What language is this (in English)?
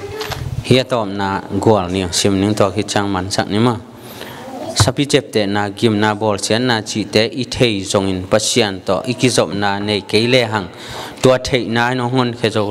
Tedim Chin